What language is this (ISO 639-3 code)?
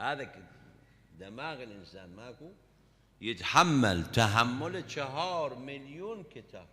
acm